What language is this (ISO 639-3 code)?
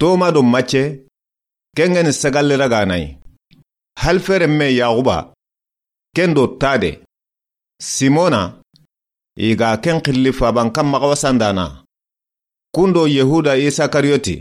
snk